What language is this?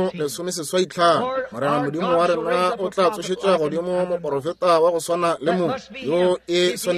Northern Sotho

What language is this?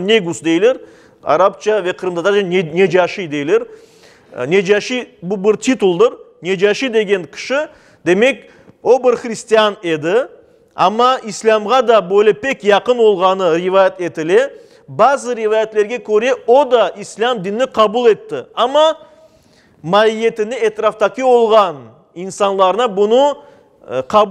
Crimean Tatar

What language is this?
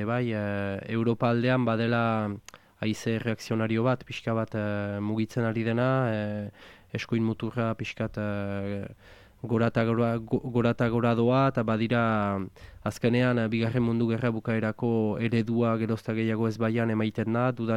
Basque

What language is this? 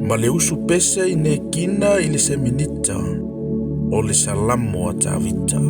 Samoan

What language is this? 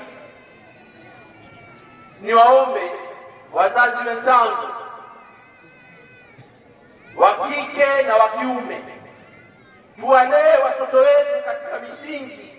Swahili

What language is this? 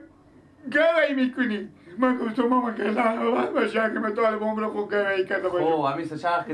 Persian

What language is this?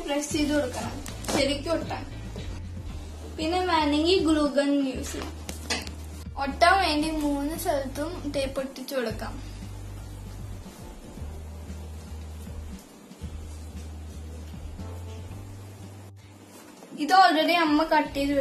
Malayalam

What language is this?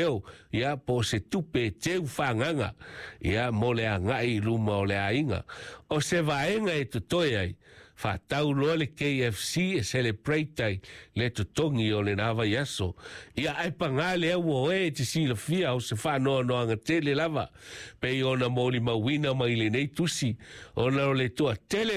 Samoan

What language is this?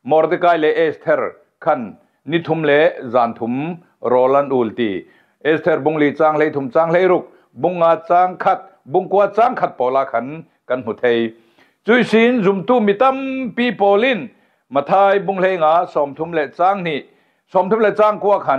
Falam Chin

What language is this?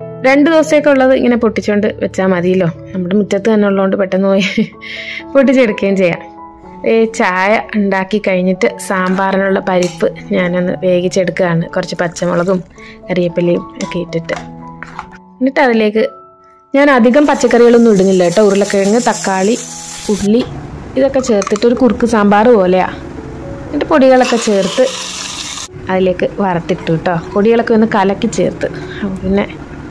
Malayalam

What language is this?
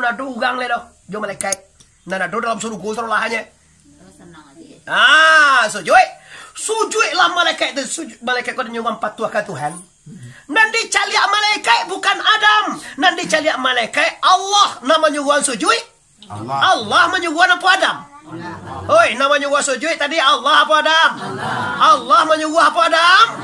Minangkabau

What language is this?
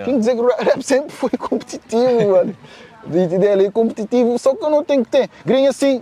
Kabuverdianu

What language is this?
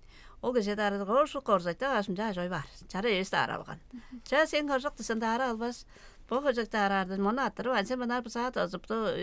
Tuvinian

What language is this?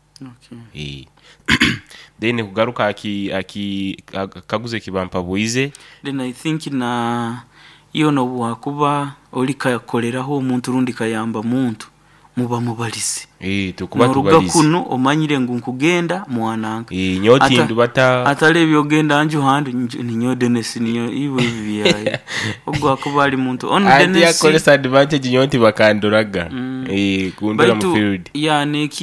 Nyoro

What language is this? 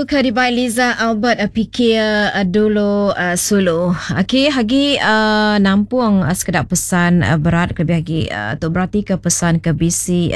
Iban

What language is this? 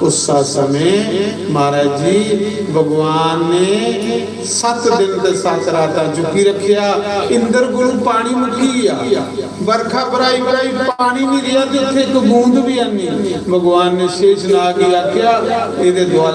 Dogri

